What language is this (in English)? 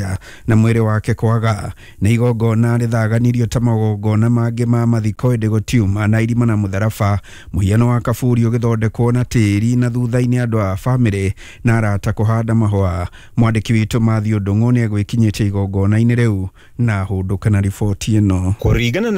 Kikuyu